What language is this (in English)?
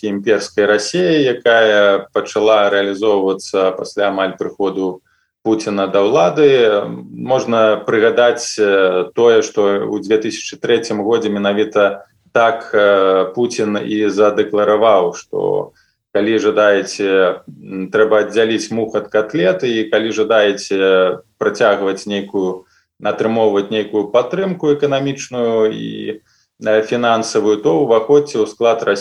Belarusian